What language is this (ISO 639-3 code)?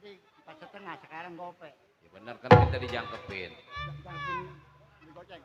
bew